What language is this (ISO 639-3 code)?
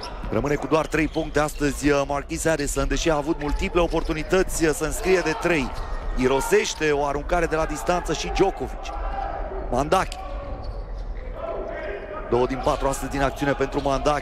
ron